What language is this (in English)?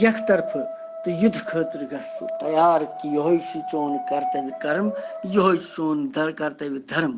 Kashmiri